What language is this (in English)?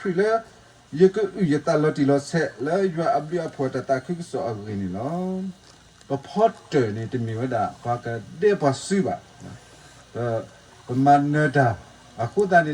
S'gaw Karen